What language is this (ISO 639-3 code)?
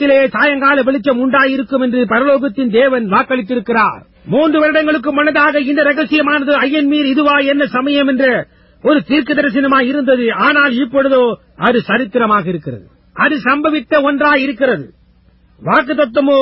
tam